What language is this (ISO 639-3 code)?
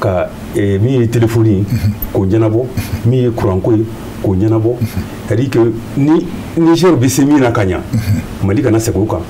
bam